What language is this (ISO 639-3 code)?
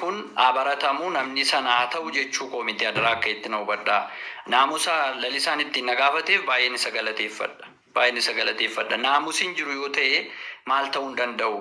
orm